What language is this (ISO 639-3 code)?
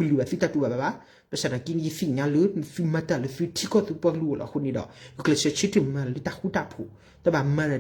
ksw